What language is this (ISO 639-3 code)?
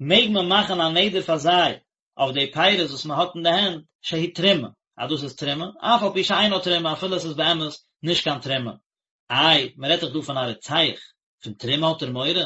yid